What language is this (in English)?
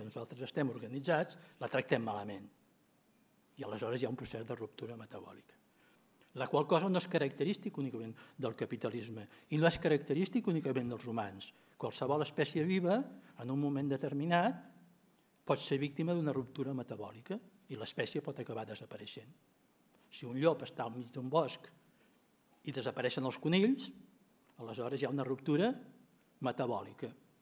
Catalan